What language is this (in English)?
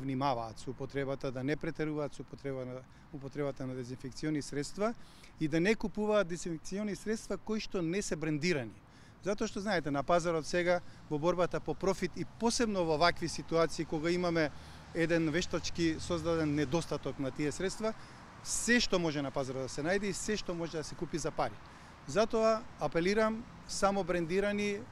Macedonian